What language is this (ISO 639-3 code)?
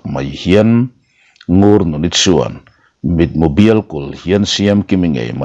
lus